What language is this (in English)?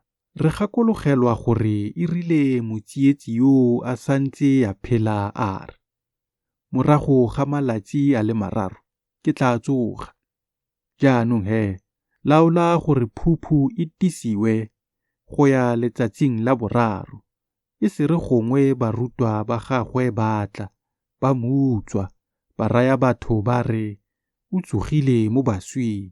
Tswana